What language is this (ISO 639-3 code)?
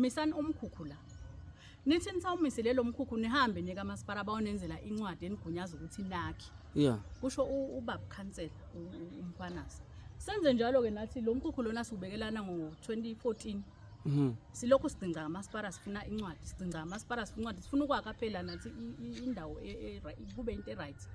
zul